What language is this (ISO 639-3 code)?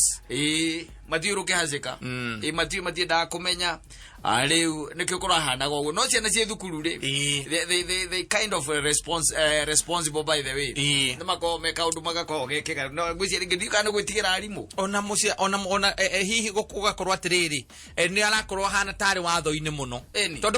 kik